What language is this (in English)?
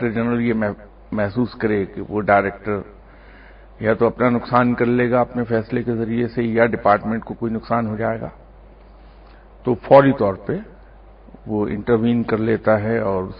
Urdu